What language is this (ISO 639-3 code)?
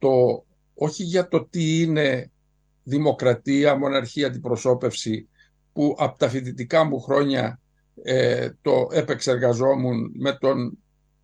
ell